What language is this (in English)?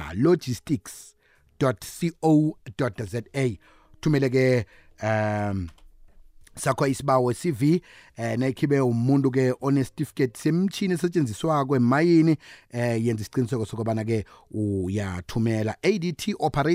South Ndebele